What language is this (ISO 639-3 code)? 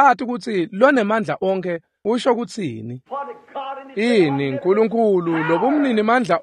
ssw